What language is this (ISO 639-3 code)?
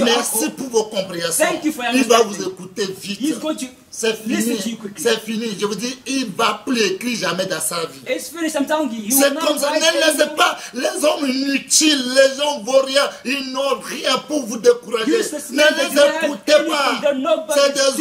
fra